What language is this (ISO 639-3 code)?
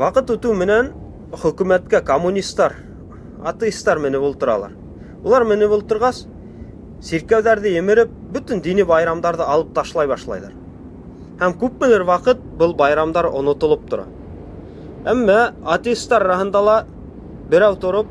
bak